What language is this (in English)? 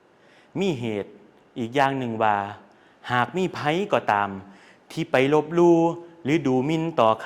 Lao